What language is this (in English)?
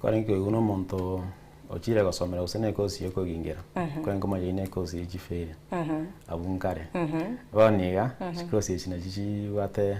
Gusii